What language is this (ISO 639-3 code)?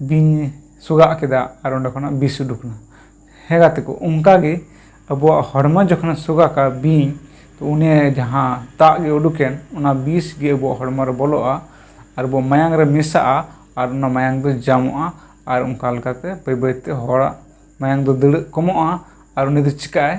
sat